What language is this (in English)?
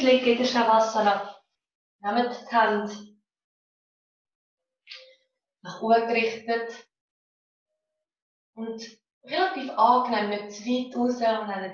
German